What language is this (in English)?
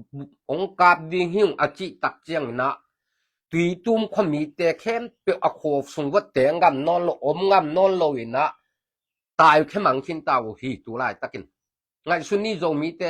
Tedim Chin